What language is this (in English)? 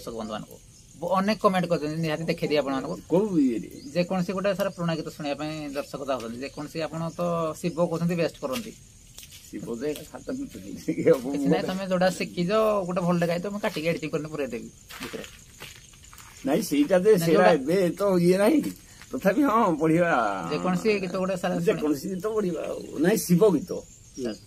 Odia